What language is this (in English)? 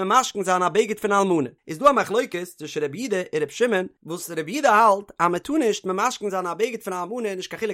Yiddish